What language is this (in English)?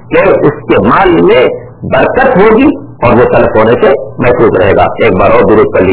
Urdu